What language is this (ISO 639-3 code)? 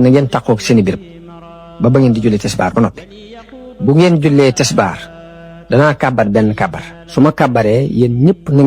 wol